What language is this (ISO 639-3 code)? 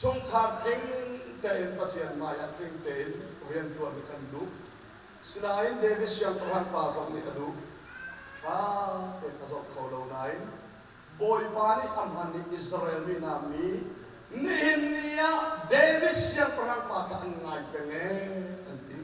cnh